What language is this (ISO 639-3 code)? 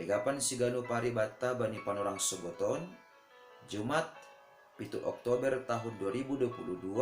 bts